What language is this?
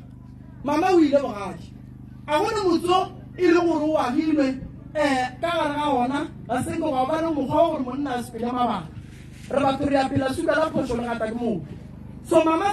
Northern Sotho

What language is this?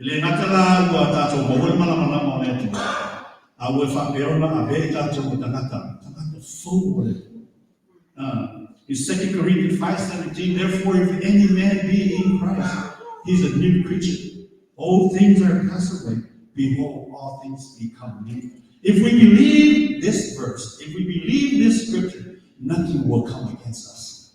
Samoan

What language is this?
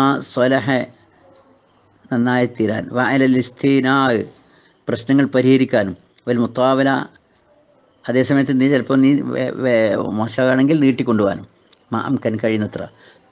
Malayalam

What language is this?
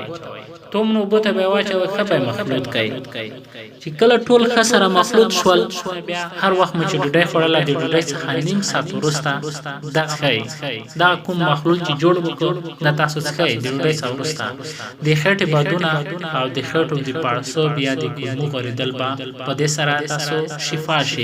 Pashto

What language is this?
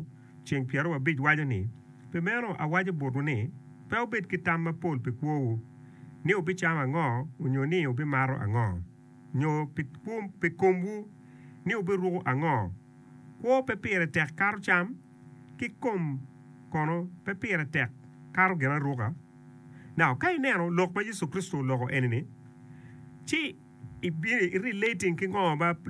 Acoli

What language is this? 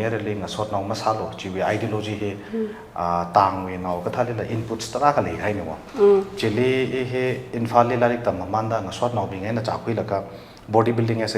Tangkhul Naga (India)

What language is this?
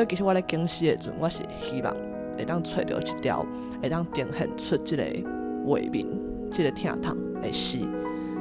Min Nan Chinese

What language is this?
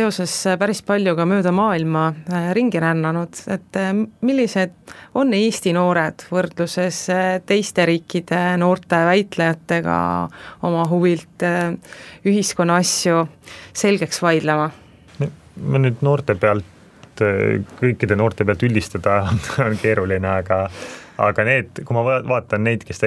Estonian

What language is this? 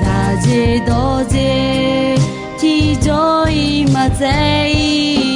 Akha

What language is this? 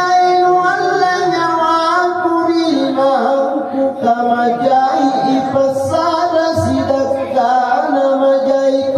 Makasar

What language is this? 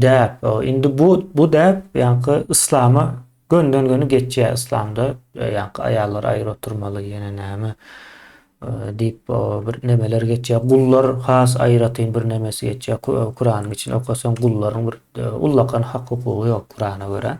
Turkmen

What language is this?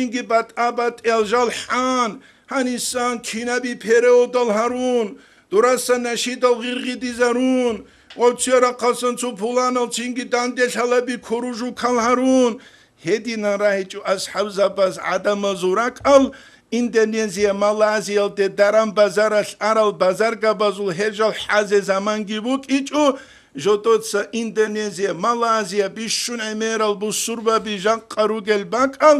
Avaric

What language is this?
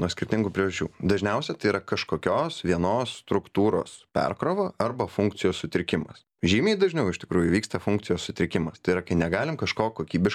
Lithuanian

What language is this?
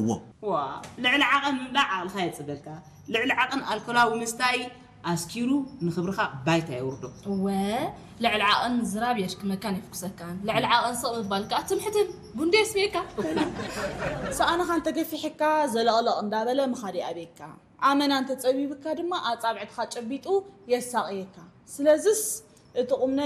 Tigrinya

